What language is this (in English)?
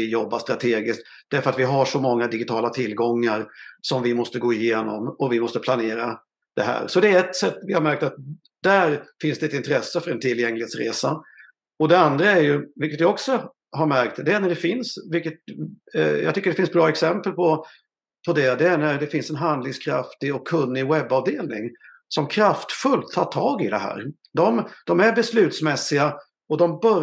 Swedish